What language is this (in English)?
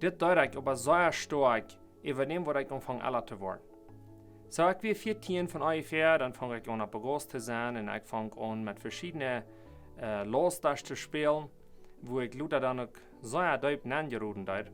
Plautdietsch